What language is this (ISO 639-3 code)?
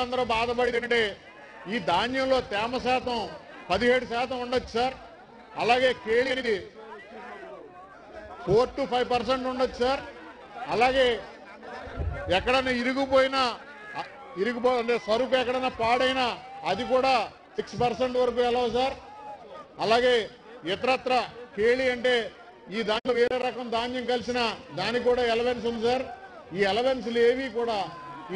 tel